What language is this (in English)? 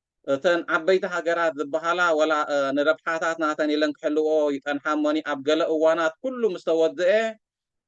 Tigrinya